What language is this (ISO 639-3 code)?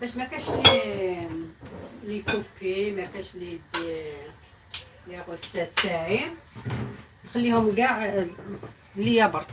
arq